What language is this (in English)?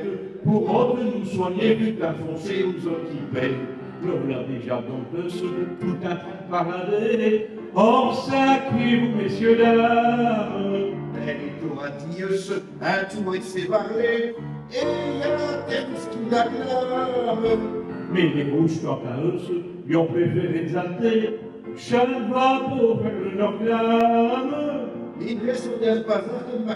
Picard